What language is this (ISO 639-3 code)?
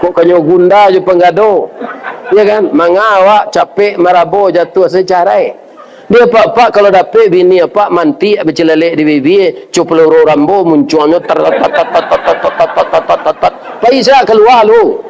min